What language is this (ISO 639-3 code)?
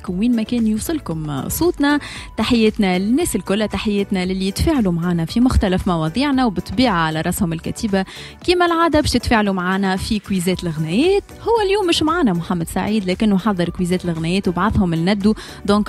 aeb